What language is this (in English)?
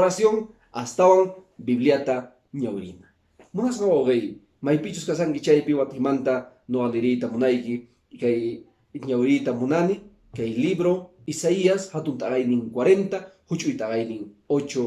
Quechua